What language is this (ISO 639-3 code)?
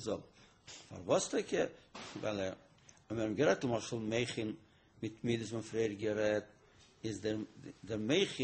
yid